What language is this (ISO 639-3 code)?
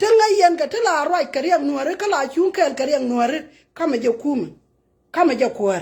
nus